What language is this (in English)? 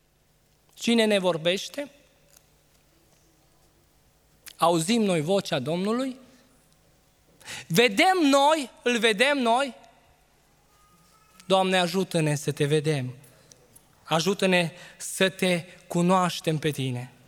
Romanian